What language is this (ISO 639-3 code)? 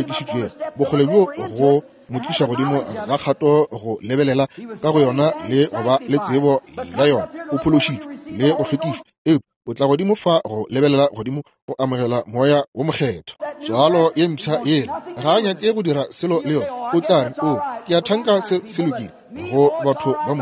nso